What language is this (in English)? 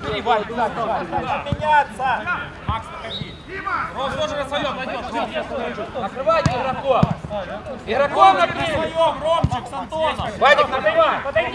Russian